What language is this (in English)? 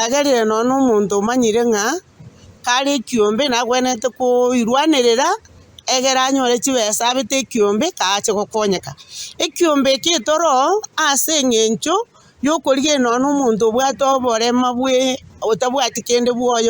Gusii